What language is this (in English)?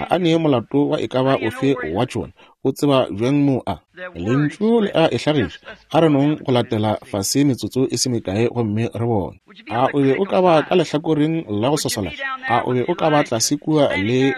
Northern Sotho